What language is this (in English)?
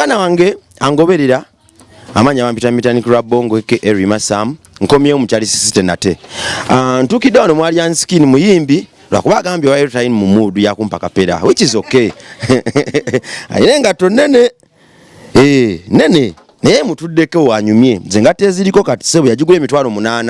Ganda